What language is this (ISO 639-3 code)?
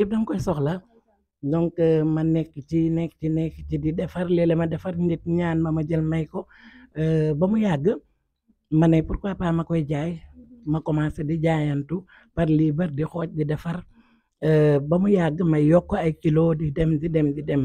wol